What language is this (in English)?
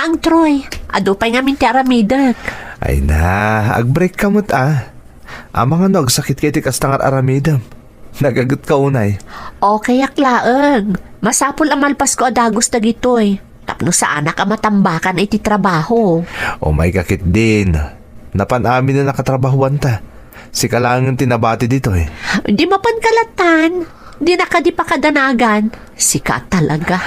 Iloko